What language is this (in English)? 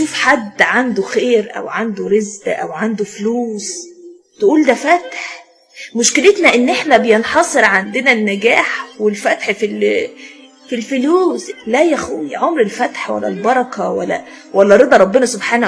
Egyptian Arabic